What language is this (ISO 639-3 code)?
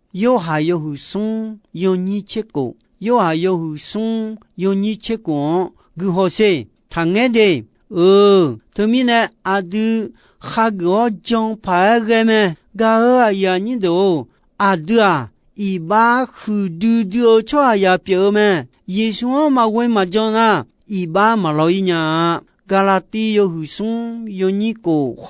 ahk